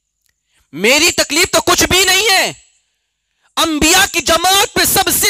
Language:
Urdu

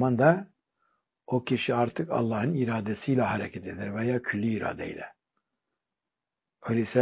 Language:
Turkish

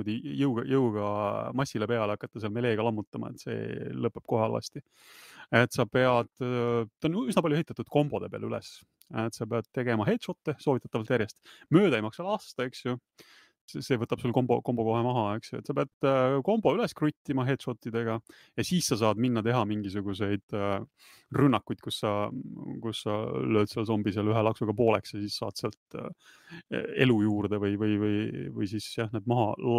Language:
Estonian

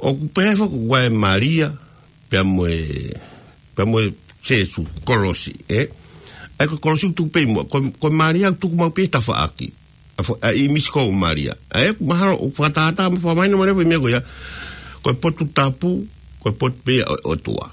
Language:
Tongan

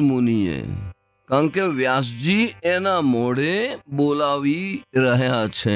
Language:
Gujarati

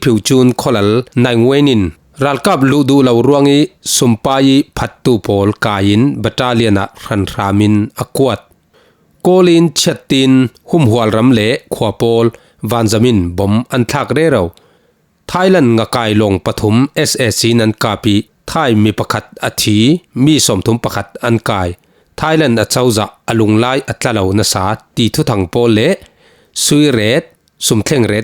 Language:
Falam Chin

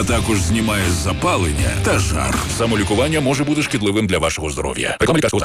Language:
Ukrainian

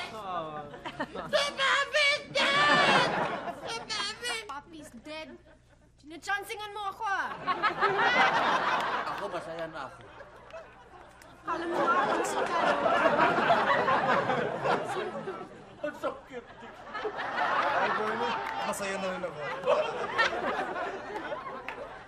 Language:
Filipino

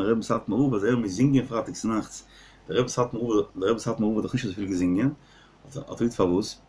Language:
Yiddish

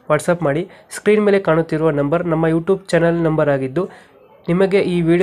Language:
Kannada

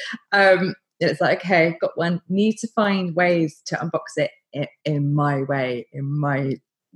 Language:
English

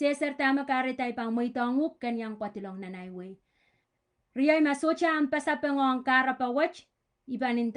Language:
Pohnpeian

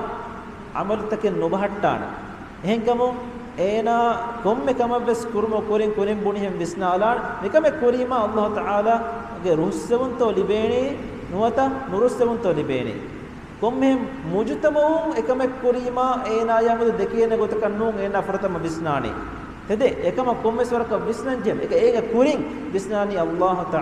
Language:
Divehi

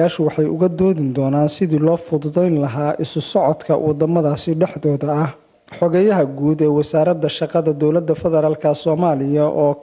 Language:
Somali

